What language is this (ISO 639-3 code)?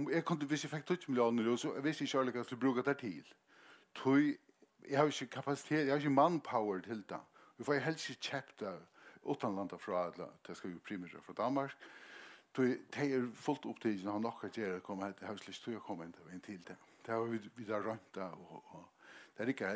fao